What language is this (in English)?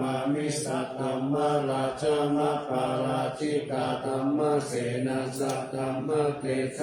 Pali